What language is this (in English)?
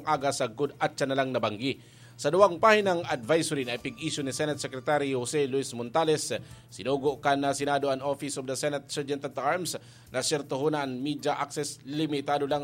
Bikol